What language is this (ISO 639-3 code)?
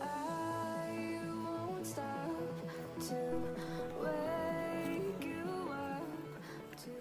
kha